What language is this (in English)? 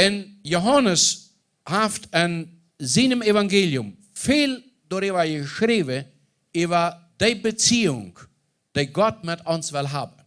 Plautdietsch